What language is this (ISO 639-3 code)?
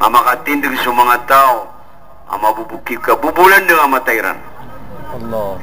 mrw